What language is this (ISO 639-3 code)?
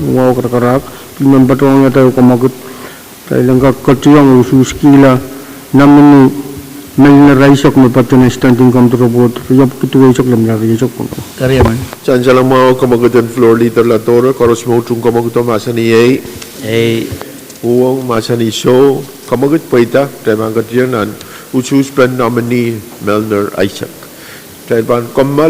pon